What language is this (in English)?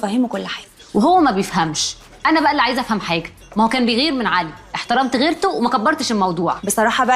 Egyptian Arabic